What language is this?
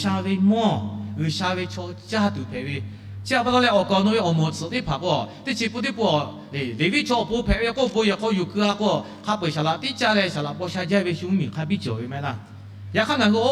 Lahu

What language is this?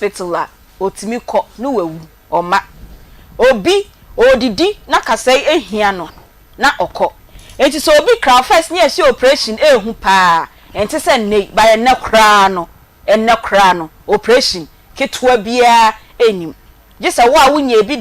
Akan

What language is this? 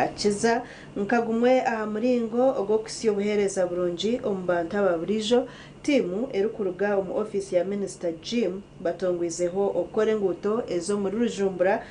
Nyankole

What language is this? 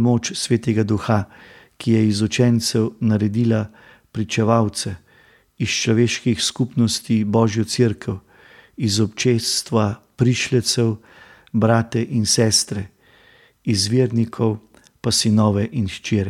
Slovenian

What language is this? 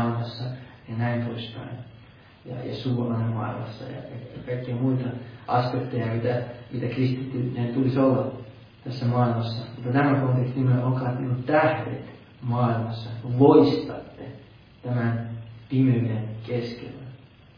Finnish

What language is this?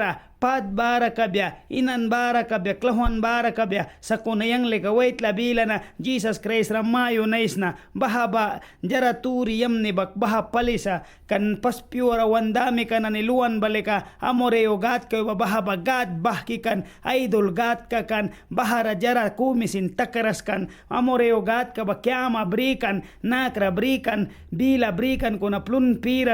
Mískito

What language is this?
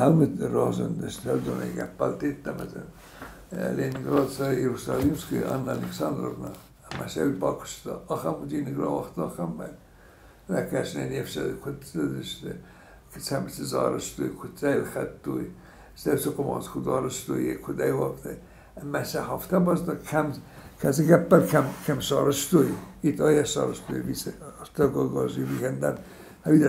Ossetic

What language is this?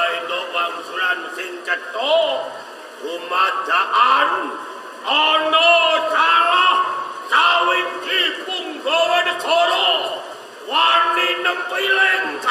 Javanese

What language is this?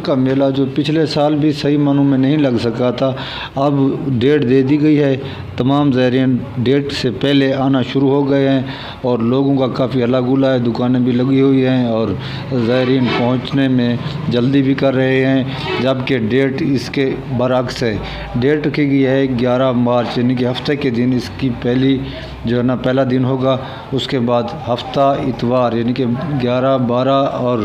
Urdu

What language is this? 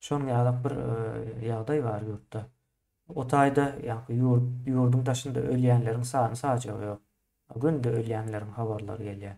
Turkmen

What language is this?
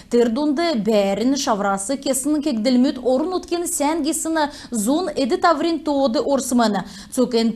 Kalmyk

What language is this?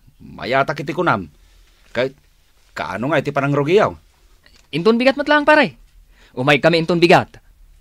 Iloko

